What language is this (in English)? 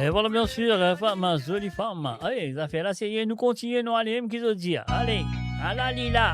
Morisyen